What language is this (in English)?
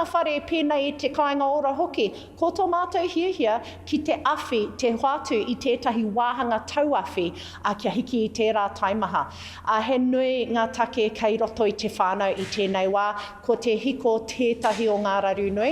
Māori